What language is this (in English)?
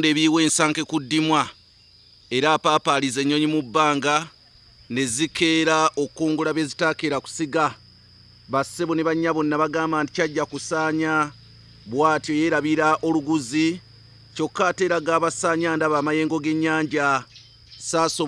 Ganda